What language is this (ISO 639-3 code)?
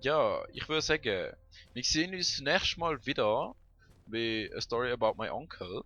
gsw